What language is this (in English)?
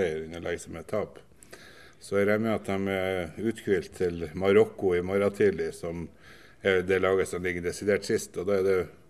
Norwegian